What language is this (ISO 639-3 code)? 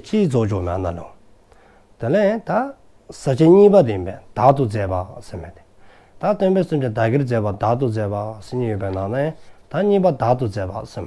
dzo